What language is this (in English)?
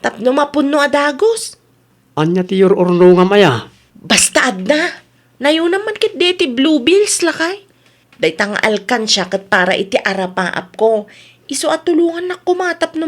Iloko